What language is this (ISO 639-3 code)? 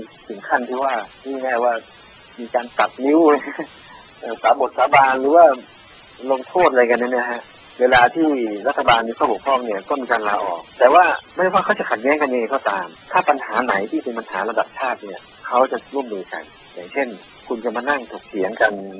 tha